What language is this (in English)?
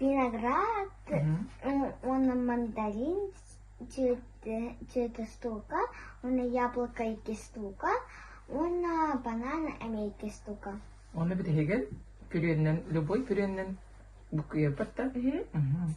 Yakut